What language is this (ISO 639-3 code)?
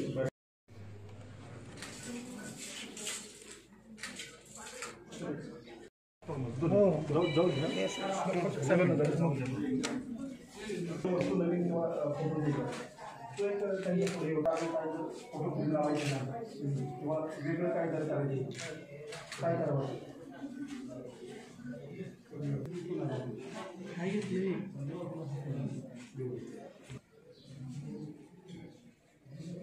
mar